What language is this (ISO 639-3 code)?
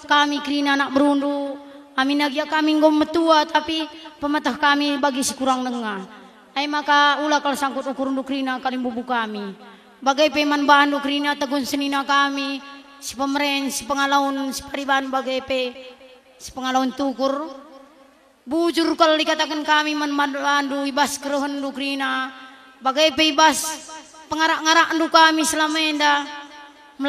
btx